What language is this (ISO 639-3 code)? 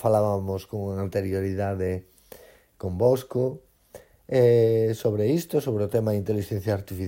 glg